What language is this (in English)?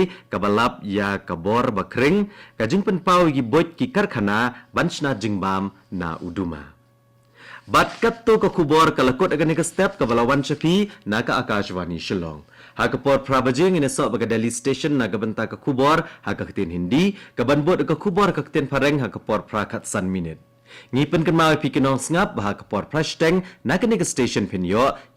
Khasi